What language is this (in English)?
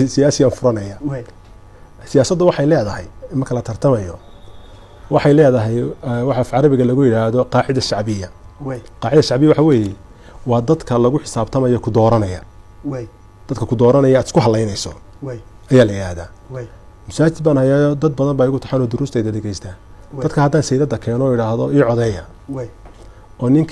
Somali